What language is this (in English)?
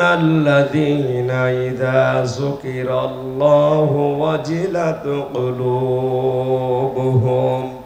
Bangla